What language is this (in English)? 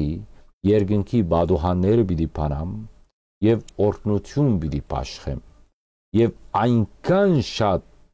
Western Armenian